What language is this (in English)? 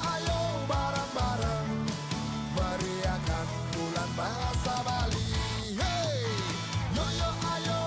Balinese